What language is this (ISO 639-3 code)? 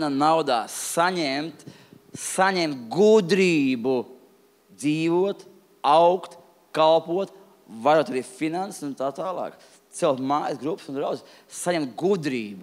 lav